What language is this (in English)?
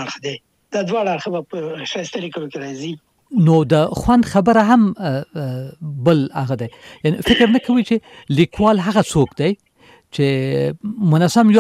Pashto